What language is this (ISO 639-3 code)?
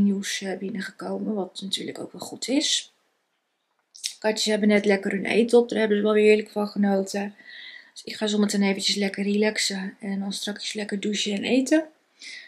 nld